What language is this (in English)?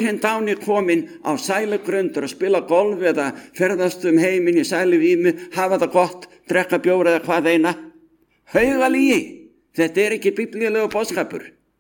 Icelandic